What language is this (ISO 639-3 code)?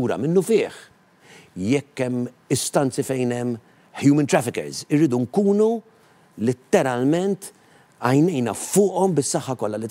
mlt